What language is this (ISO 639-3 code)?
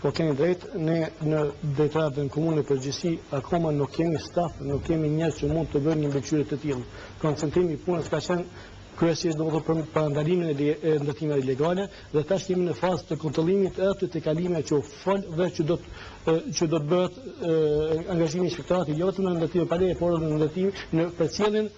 sqi